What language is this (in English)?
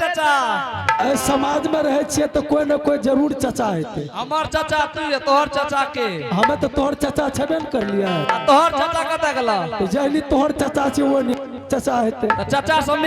Angika